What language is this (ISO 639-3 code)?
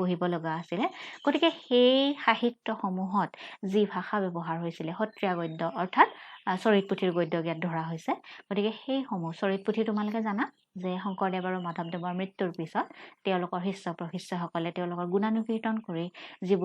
asm